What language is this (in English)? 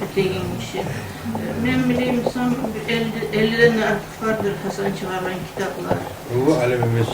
Kumyk